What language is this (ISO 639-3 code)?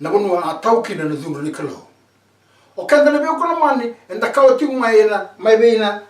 fij